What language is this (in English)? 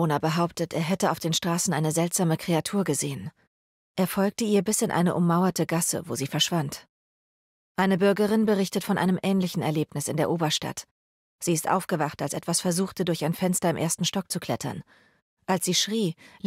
German